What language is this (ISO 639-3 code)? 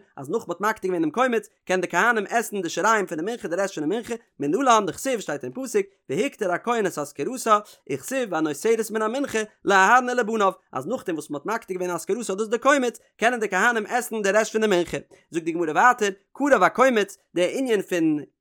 yid